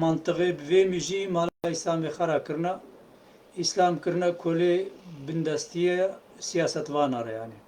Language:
Kurdish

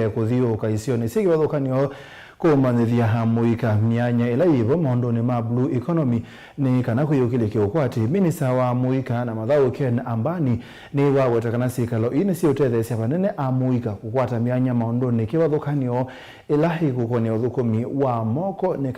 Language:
Kamba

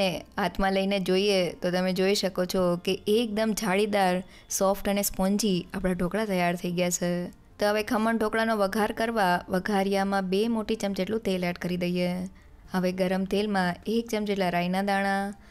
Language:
Gujarati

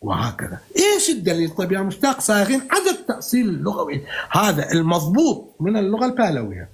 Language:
North Levantine Arabic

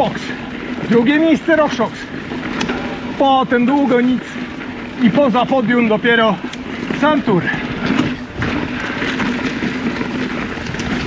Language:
Polish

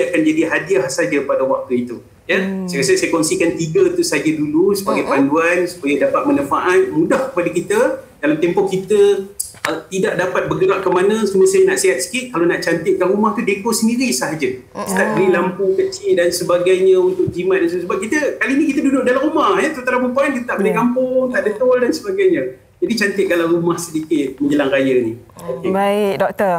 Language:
Malay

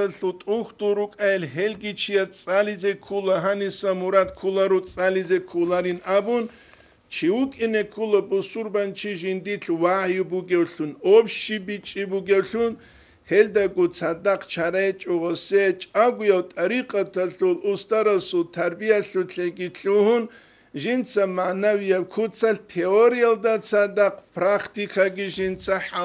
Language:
Avaric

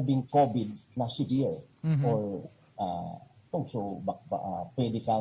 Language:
Bikol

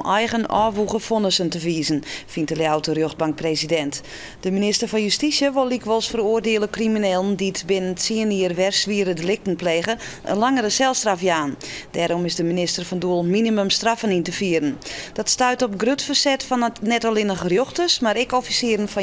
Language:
Western Frisian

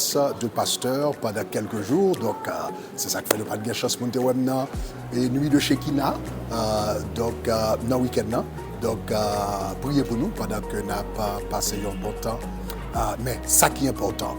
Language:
Haitian Creole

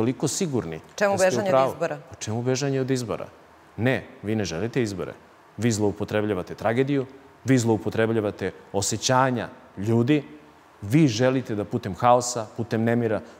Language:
Serbian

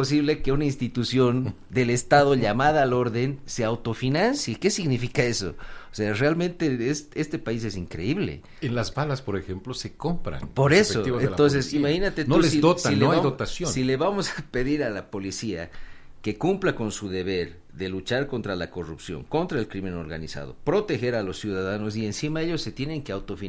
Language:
Spanish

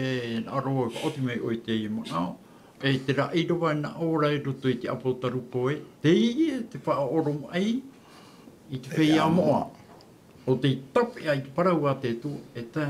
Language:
Tahitian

